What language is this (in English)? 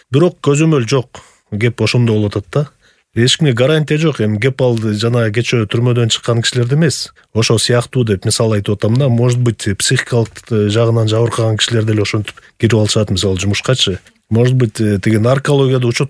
Kyrgyz